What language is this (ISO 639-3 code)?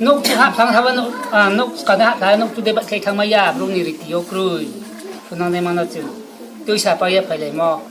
ria